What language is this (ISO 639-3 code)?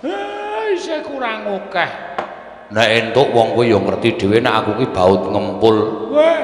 jav